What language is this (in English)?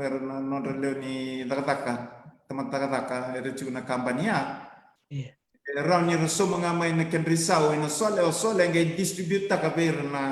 Fijian